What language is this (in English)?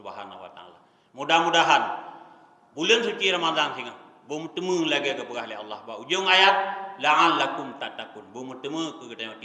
Achinese